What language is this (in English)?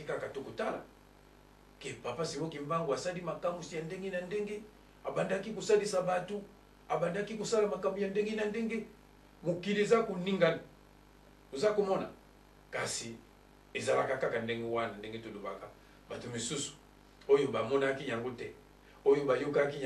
Lingala